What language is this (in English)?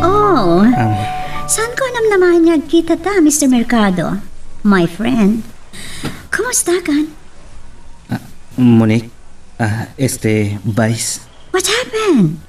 Iloko